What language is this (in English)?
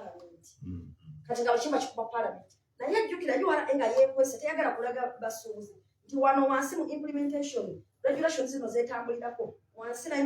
Ganda